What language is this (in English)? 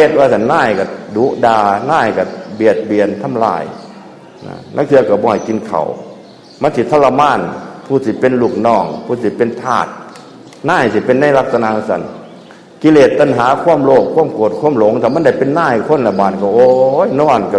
Northeastern Thai